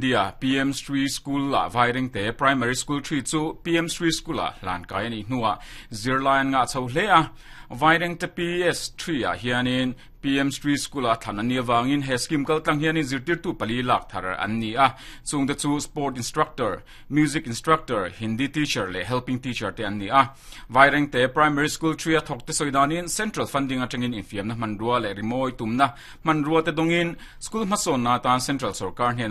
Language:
Mizo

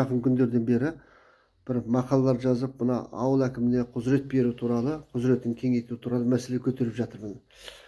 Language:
Kazakh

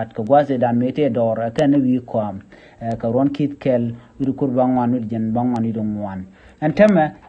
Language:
Nuer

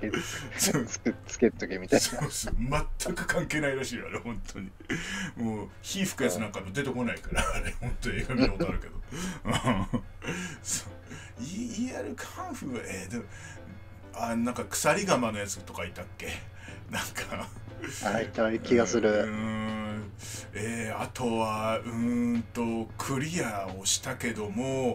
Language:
Japanese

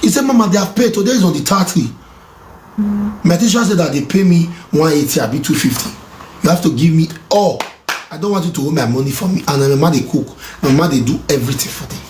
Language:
Nigerian Pidgin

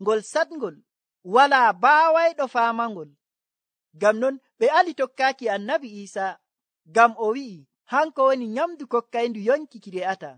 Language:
Nigerian Fulfulde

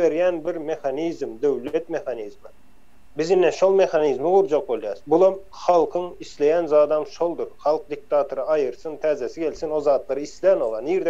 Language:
Turkmen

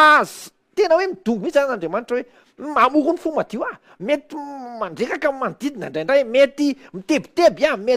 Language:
Malagasy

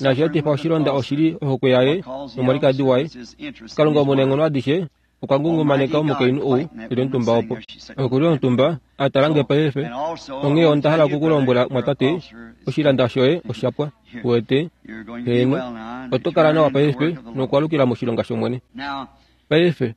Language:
Kuanyama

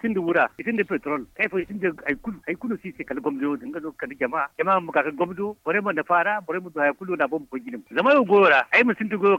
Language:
Zarma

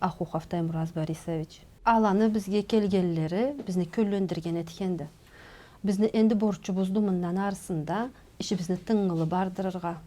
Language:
Karachay-Balkar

